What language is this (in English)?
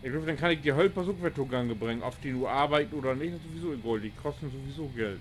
Low German